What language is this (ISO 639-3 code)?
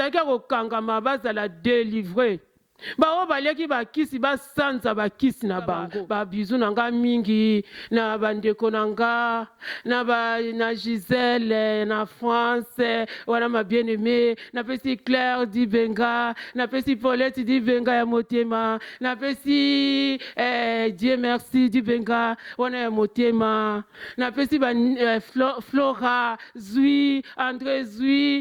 lin